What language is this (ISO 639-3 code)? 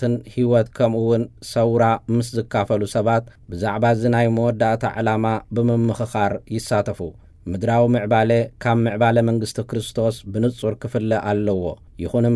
tir